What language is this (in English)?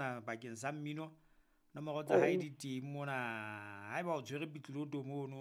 Southern Sotho